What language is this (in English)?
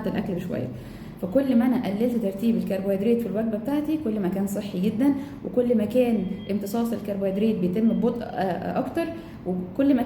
Egyptian Arabic